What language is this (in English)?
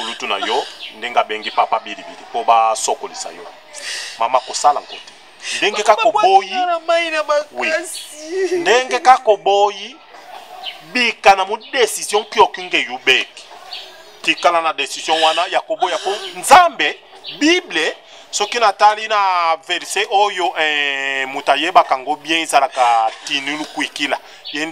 Lingala